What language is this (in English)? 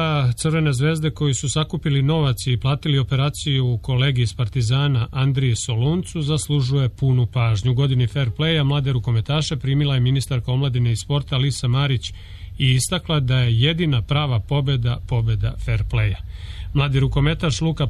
Serbian